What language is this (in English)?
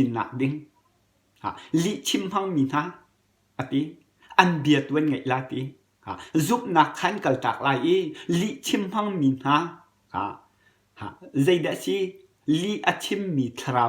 Hakha Chin